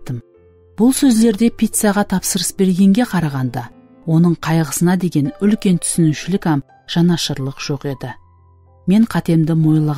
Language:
Kara-Kalpak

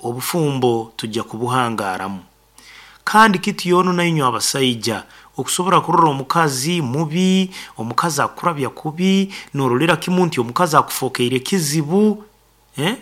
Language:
Nyoro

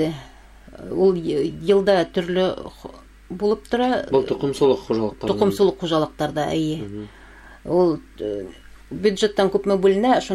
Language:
Bashkir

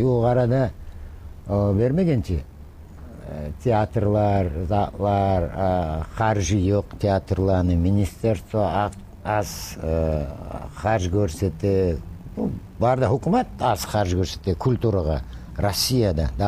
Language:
Kumyk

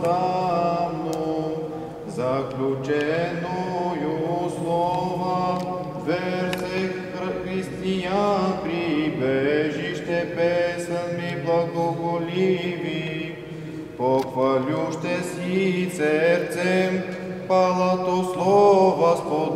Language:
Bulgarian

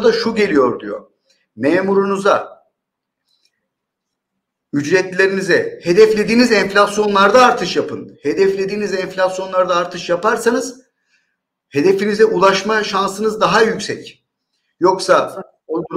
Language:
Turkish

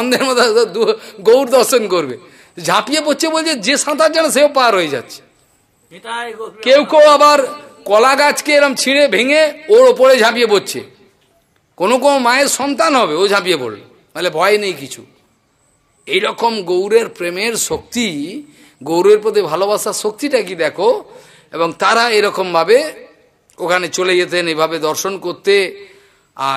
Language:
Bangla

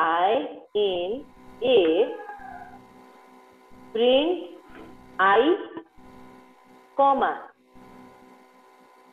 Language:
Gujarati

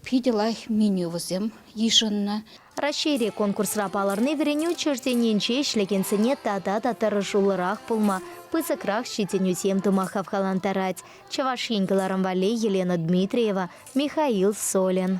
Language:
Chuvash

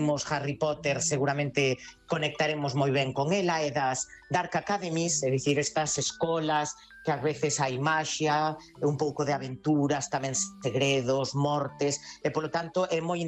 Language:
Galician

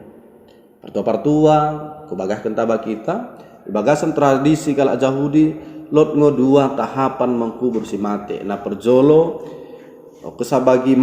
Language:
Batak Dairi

